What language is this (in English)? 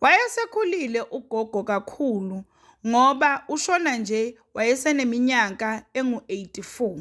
Zulu